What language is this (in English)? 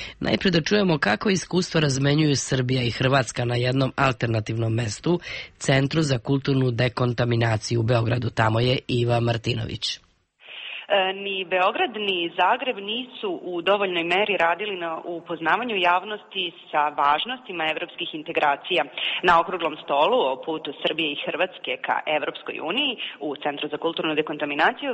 Serbian